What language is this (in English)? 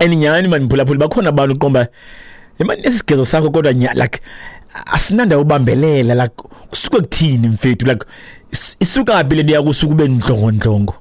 Xhosa